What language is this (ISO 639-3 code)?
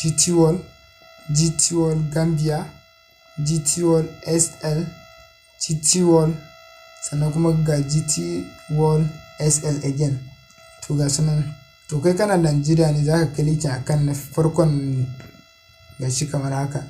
hau